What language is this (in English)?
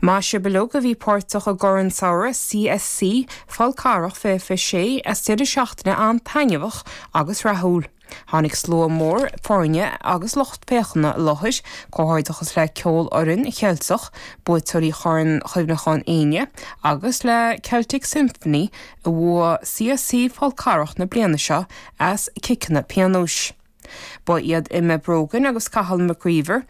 Irish